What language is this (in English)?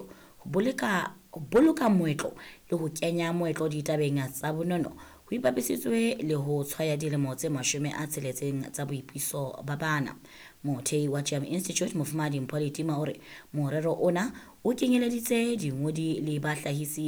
Southern Sotho